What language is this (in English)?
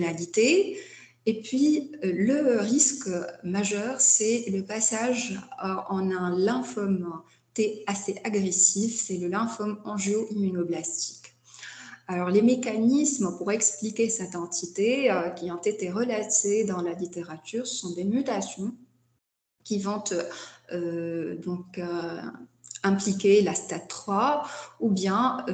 French